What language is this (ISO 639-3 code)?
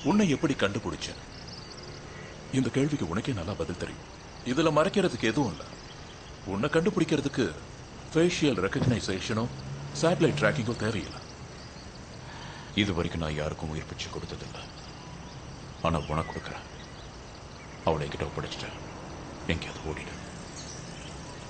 tam